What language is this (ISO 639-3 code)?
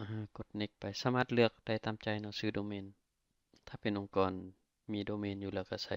lao